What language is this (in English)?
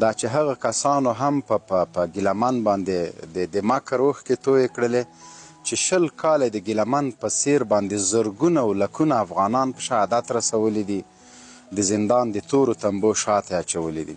Pashto